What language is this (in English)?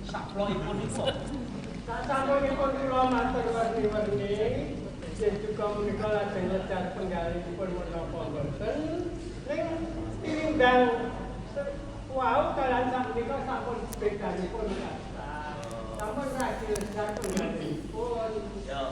Javanese